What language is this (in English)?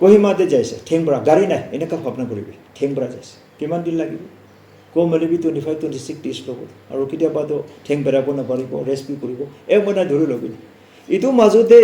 Naga Pidgin